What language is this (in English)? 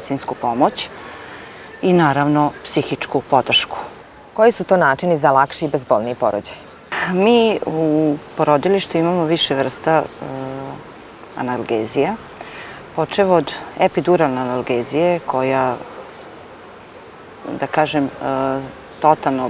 Serbian